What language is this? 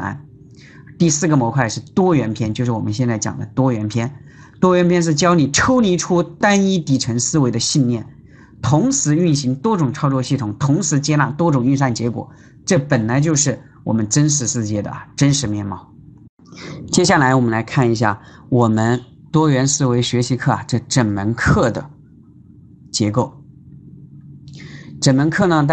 Chinese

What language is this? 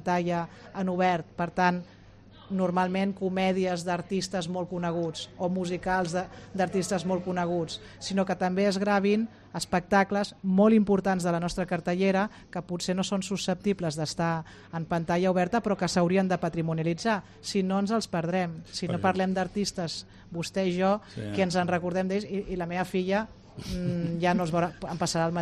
Catalan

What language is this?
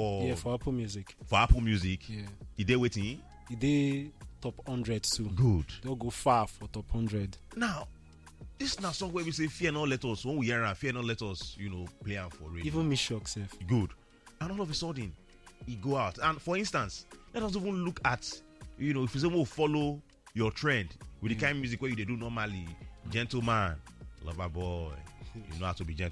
Nigerian Pidgin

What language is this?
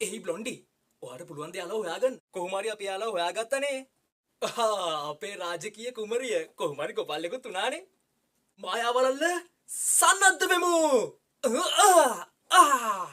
Sinhala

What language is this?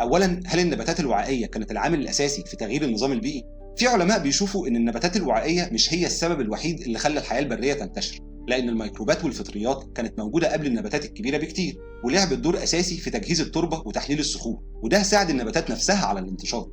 Egyptian Arabic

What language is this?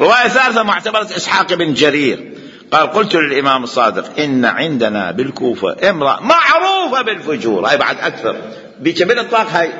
Mesopotamian Arabic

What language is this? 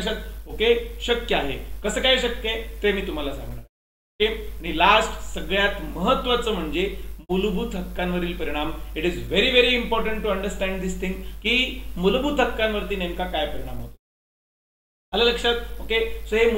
Marathi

